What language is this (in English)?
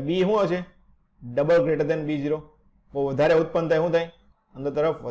Gujarati